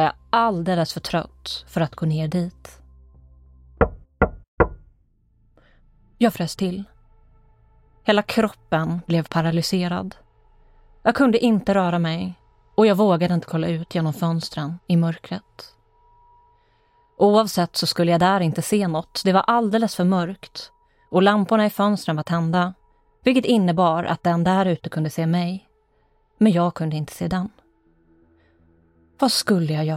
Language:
Swedish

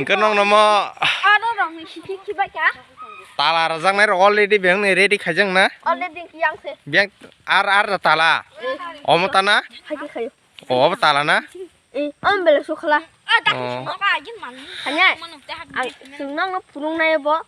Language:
Kok Borok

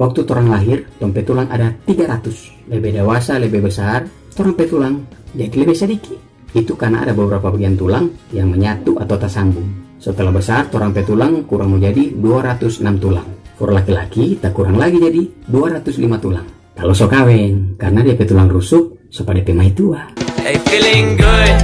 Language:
Manado Malay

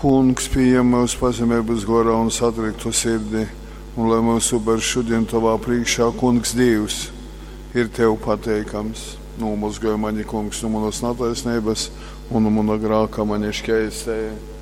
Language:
Latgalian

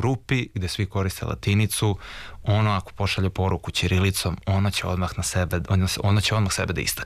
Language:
Serbian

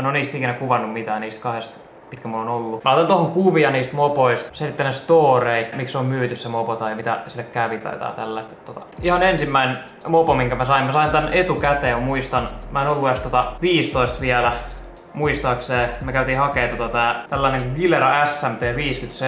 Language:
Finnish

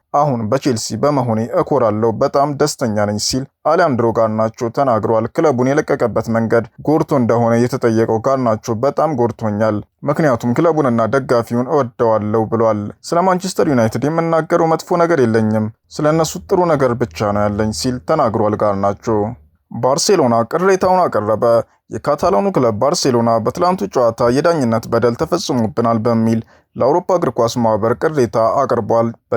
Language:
Amharic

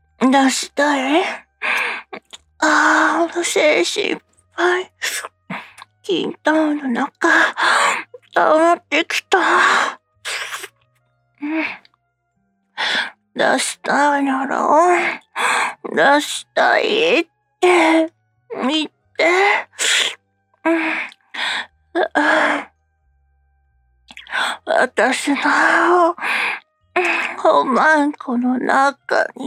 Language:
Japanese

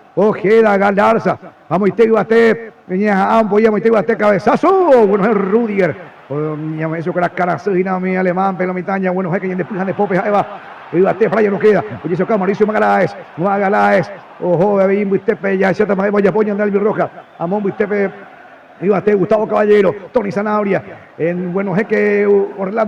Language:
Guarani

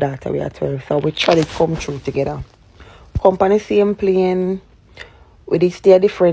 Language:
Jamaican Creole English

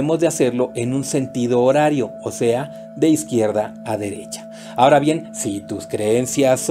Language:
Spanish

